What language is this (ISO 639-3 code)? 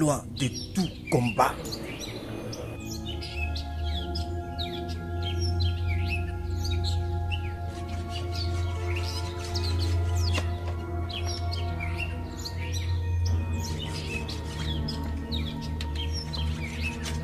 fra